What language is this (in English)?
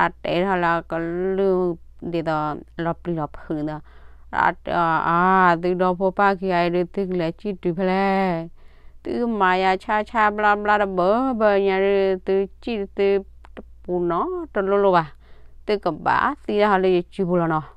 S'gaw Karen